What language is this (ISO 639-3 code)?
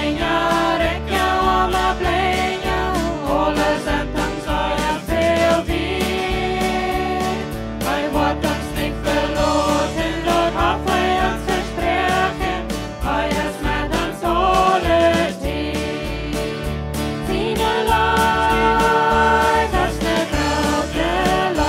pdt